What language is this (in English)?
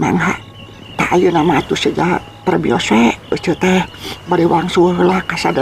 Sundanese